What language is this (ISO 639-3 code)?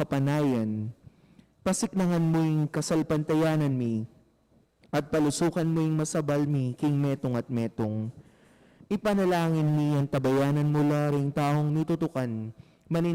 pam